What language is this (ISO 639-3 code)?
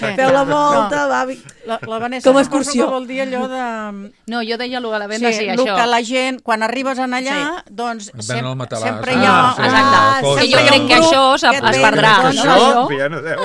cat